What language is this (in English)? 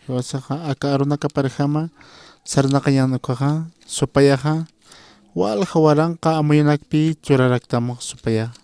Aymara